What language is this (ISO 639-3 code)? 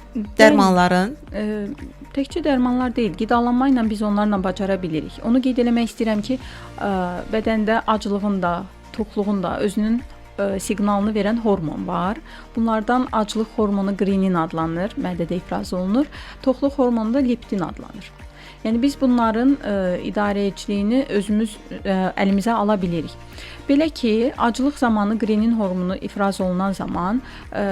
aze